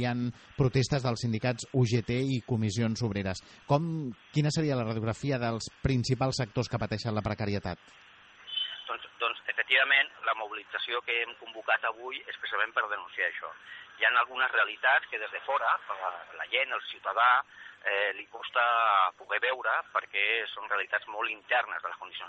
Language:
Catalan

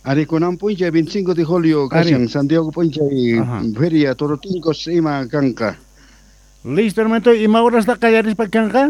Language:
South Bolivian Quechua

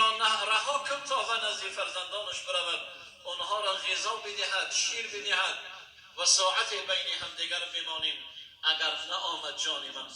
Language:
Tajik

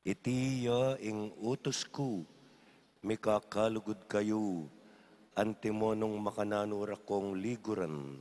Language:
Pampanga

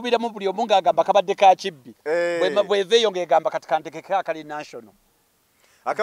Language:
Ganda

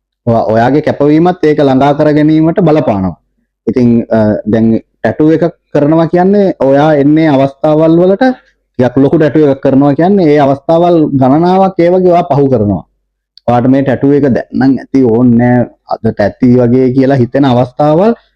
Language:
Sinhala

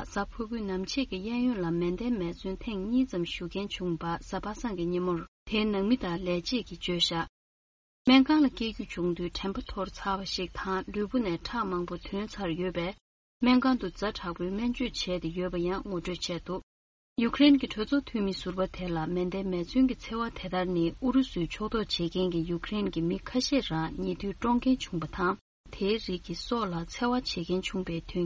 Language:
Tibetan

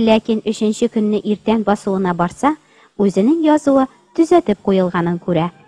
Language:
Tatar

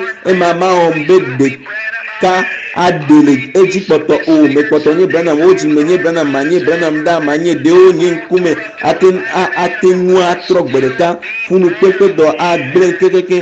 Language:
Ewe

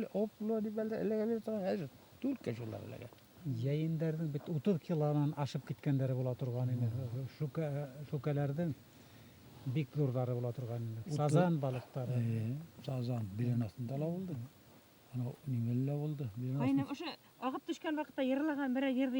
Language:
Bashkir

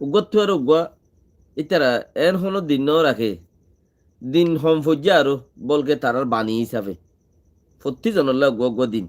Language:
Rohingya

